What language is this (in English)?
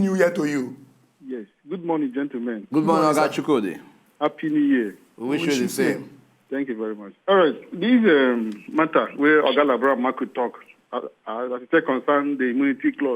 Nigerian Pidgin